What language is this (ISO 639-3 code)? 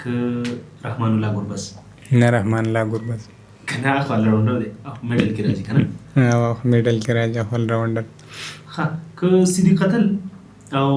pus